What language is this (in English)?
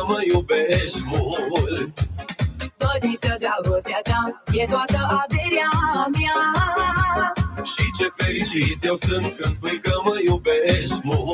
Romanian